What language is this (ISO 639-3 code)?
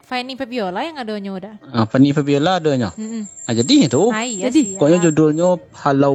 min